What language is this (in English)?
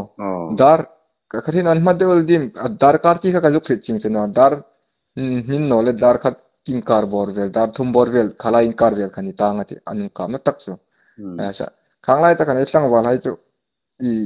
Hmar